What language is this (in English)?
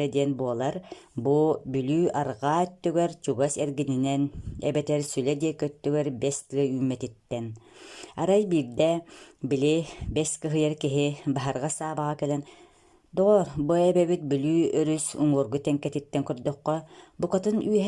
Yakut